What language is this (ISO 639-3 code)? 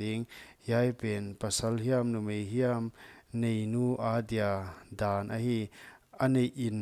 pck